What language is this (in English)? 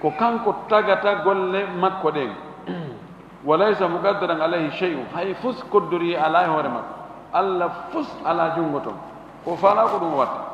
Fula